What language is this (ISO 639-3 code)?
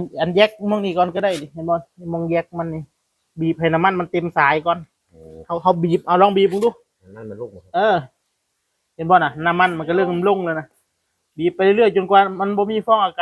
tts